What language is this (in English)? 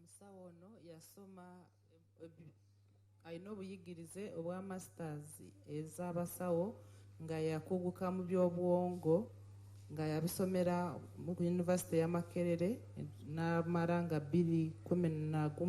Nyankole